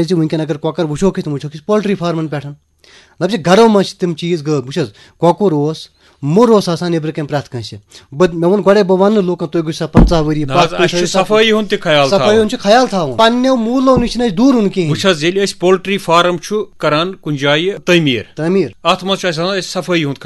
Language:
Kashmiri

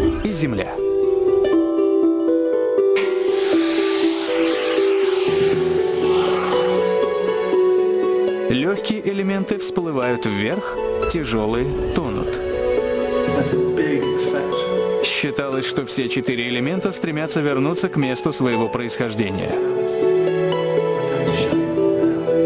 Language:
Russian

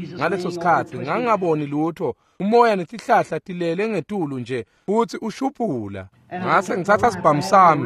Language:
Swati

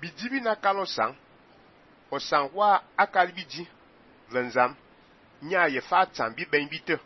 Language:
Fang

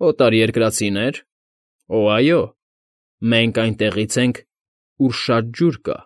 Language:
Armenian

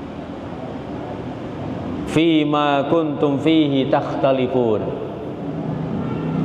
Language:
Indonesian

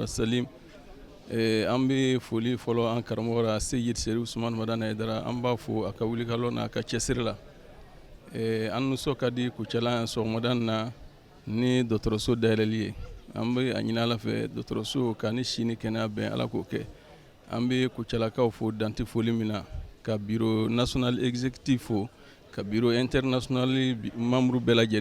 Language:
Bambara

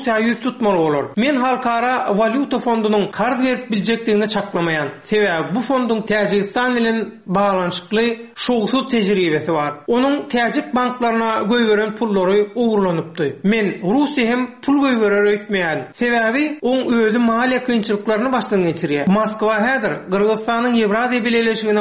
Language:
Turkmen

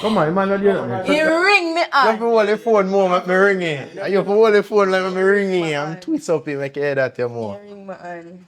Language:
Jamaican Creole English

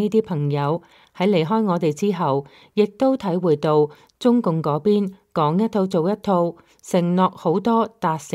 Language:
Cantonese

